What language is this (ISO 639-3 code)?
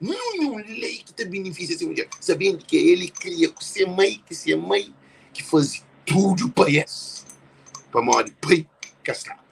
kea